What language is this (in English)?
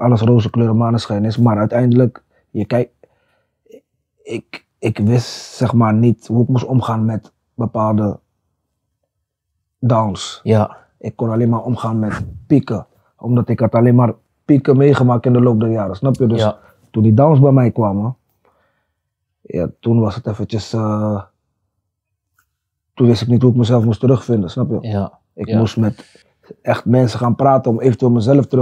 Dutch